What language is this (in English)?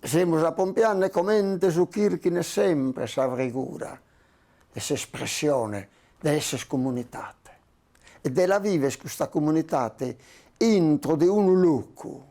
Sardinian